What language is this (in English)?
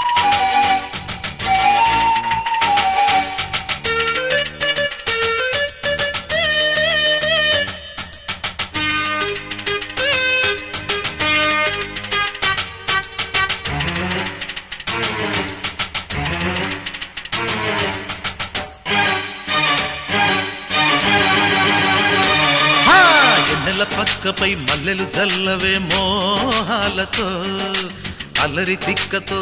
Telugu